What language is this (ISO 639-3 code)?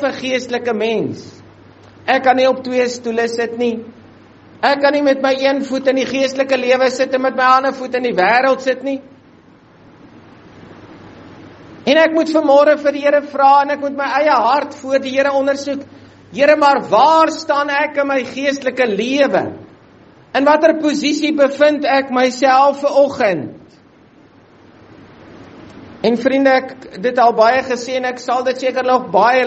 afr